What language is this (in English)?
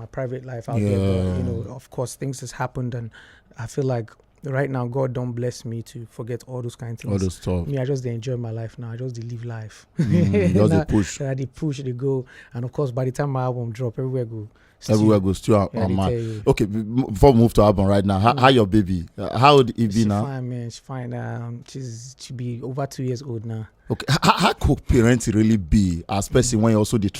Nigerian Pidgin